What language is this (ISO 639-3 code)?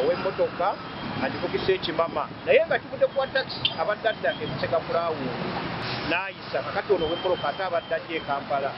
lug